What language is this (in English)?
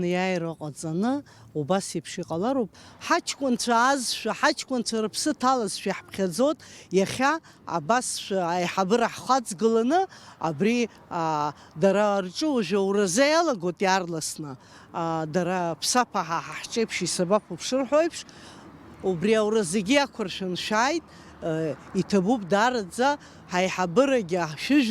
Abkhazian